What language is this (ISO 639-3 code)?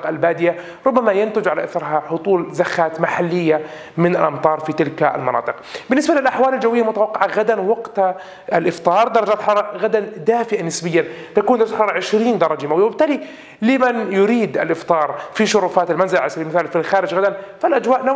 ara